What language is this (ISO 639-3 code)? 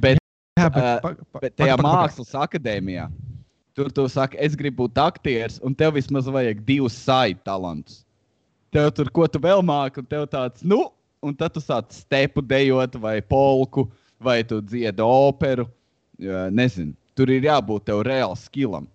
lav